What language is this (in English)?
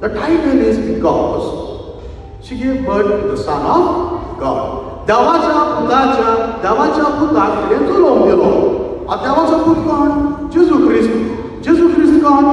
Konkani